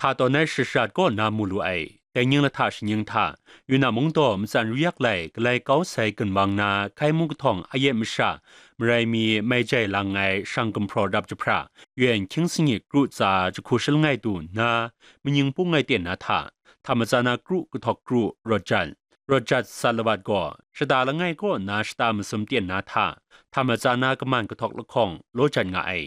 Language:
Kachin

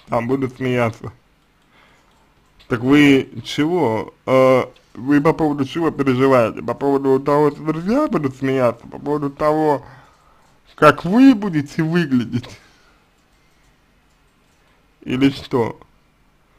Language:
Russian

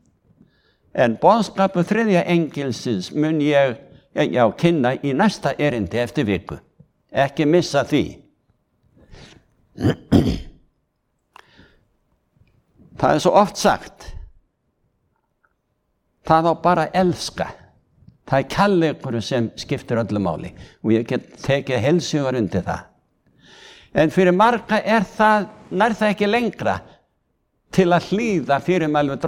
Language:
Icelandic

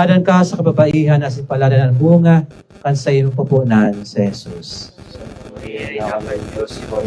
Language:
Bikol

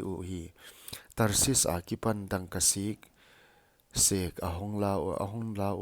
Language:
Paite Chin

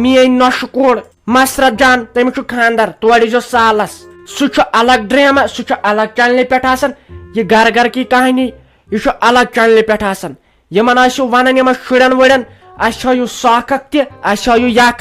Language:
Kashmiri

